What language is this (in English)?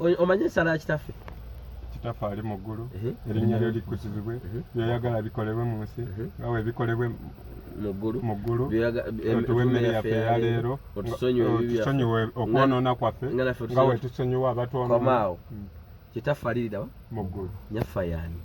Ganda